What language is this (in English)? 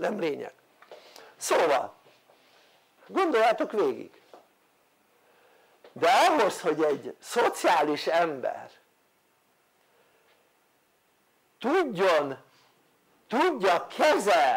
Hungarian